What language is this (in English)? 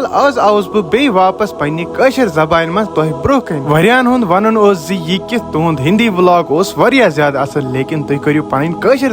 Kashmiri